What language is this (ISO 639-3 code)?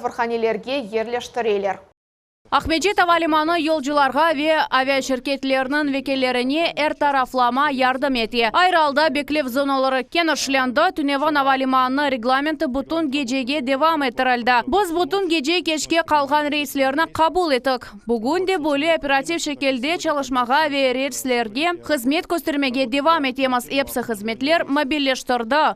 crh